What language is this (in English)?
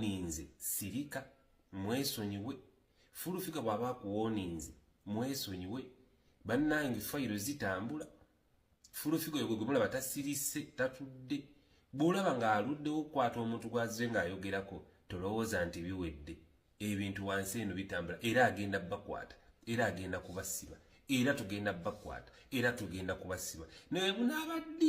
Ganda